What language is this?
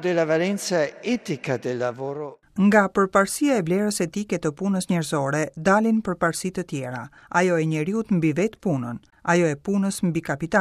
Albanian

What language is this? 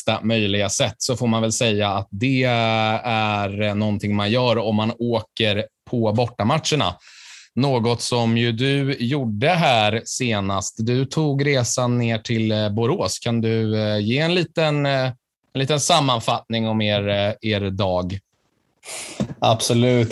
Swedish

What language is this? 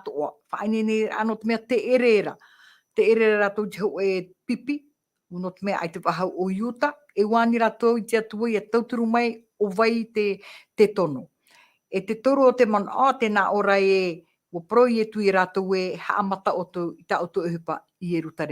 Tahitian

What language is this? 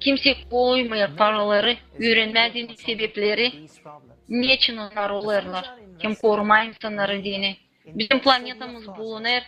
Gagauz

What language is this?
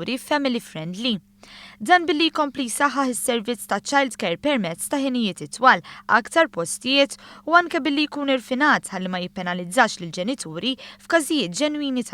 Maltese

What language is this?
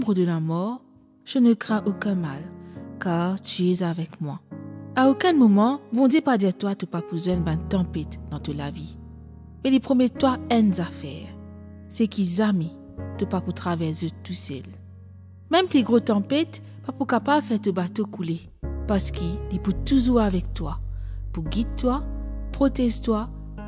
Morisyen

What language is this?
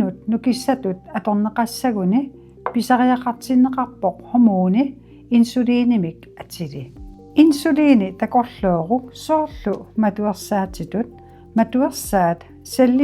Kalaallisut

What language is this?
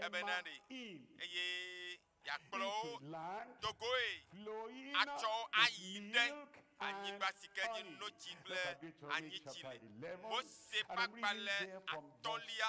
Ewe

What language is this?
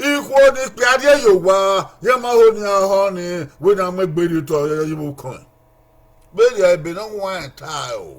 Bini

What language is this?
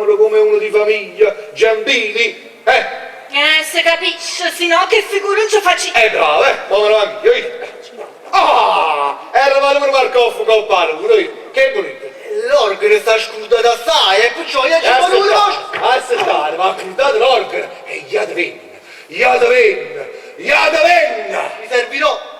Neapolitan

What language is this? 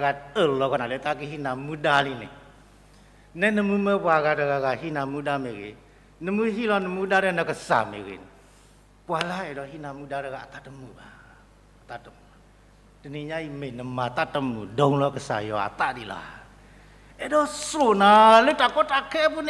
S'gaw Karen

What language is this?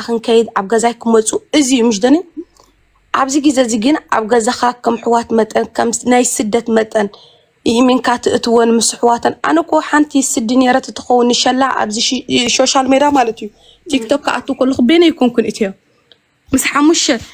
Tigrinya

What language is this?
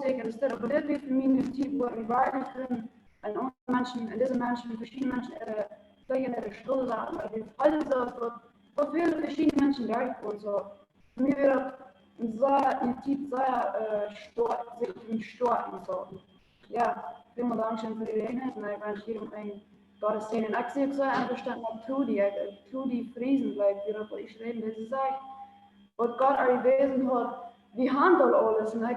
Plautdietsch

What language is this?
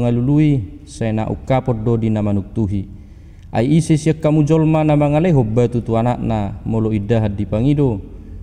Batak Toba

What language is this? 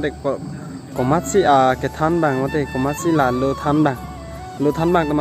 Karbi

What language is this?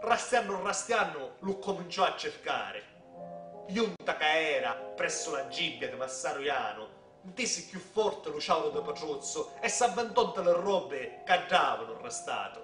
Sicilian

